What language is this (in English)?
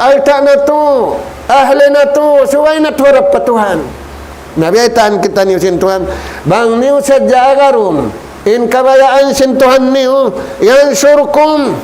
Tausug